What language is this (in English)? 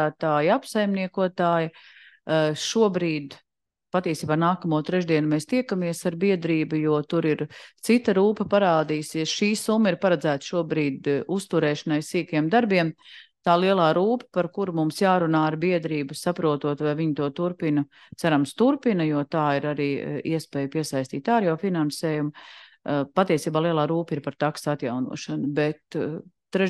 Latvian